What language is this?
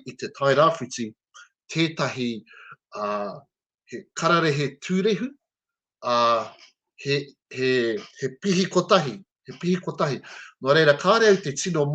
Māori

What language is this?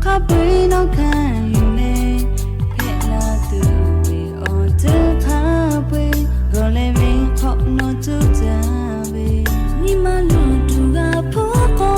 Lahu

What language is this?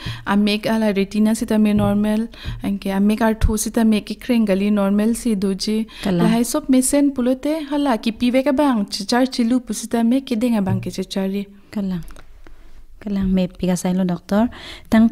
Karbi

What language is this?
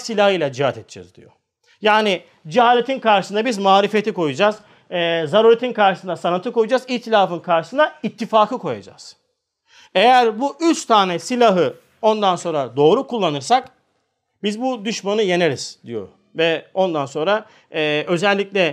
Turkish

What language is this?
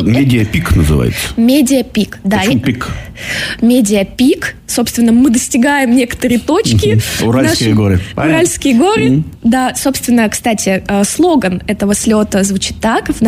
Russian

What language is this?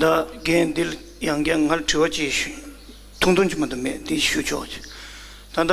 Tibetan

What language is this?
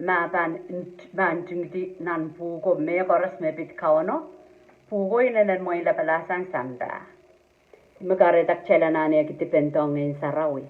Pohnpeian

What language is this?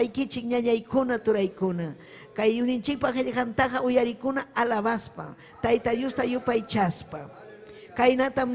Ayacucho Quechua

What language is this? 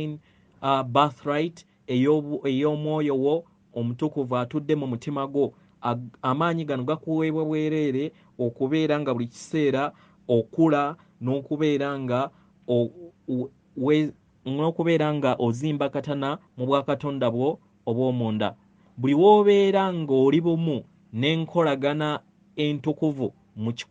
Ganda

